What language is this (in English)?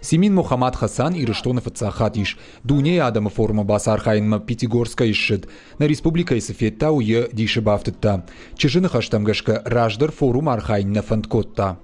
Ossetic